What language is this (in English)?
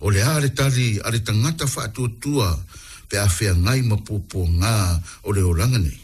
Samoan